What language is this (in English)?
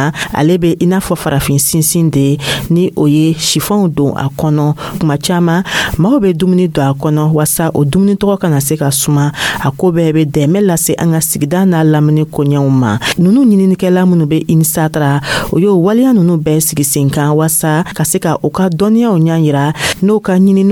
Dyula